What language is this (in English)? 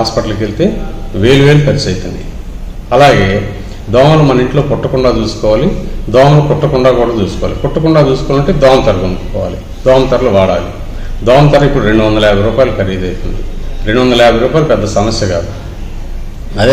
Telugu